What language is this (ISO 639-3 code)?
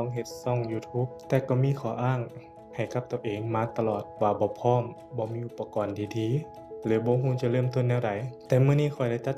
lao